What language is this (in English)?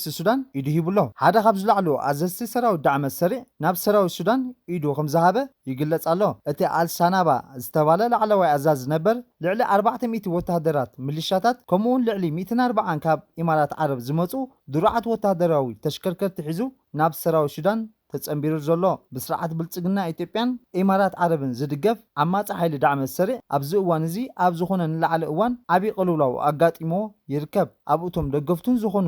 Tigrinya